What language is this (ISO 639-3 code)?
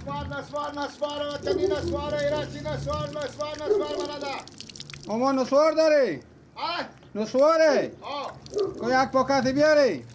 fas